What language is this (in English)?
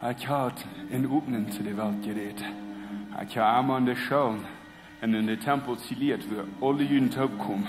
Plautdietsch